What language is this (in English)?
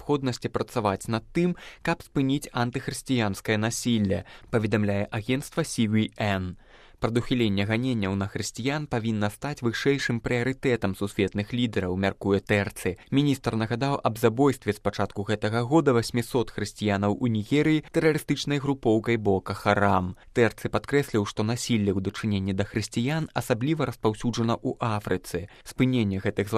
Belarusian